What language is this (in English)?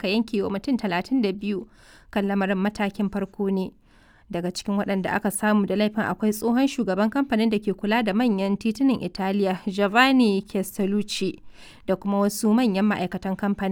Hausa